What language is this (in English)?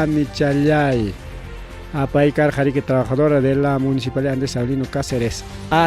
Ayacucho Quechua